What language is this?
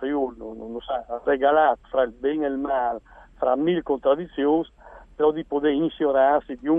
Friulian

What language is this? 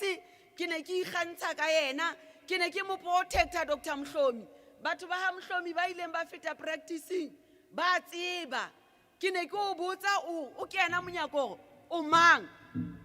Southern Sotho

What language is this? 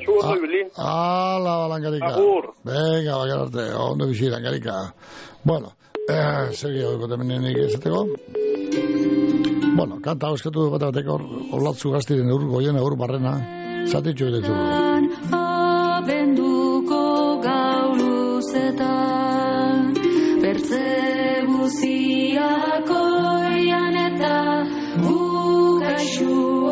Basque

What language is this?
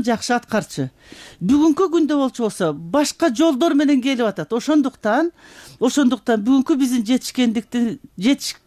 Kyrgyz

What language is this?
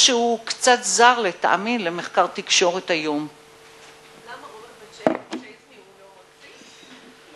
Hebrew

